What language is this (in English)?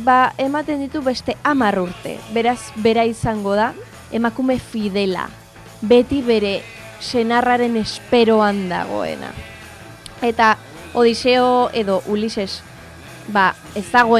Basque